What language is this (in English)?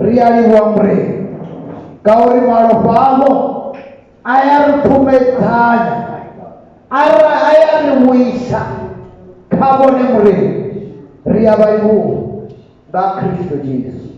Venda